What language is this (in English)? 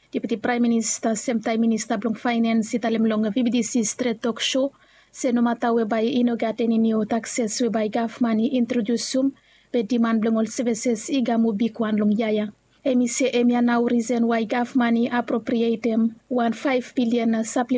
Bislama